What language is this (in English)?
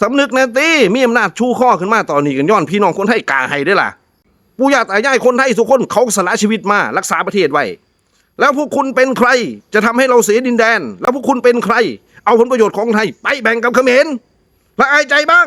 Northeastern Thai